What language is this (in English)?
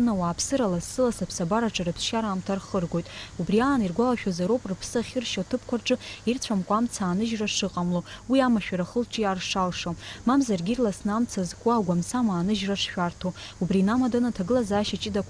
Abkhazian